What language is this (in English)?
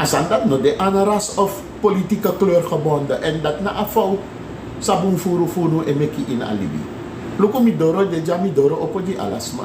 Sranan Tongo